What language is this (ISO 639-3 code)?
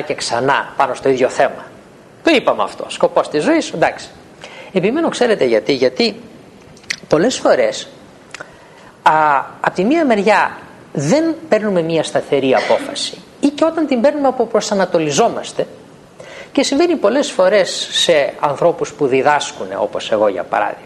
ell